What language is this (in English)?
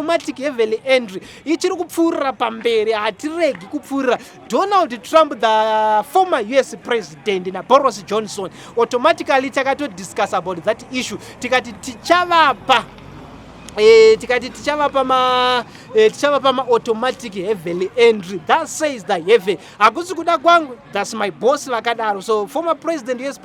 Shona